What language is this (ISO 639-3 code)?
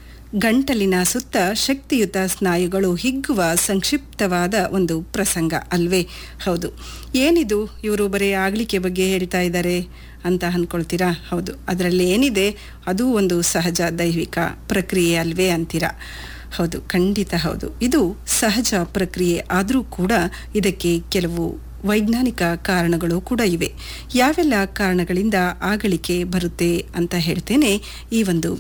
kan